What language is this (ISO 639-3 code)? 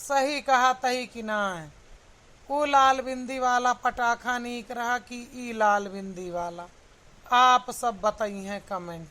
awa